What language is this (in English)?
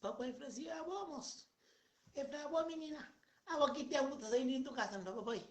Kabuverdianu